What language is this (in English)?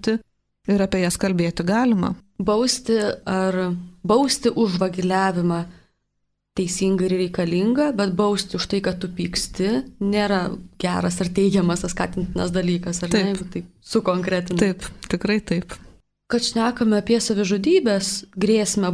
Lithuanian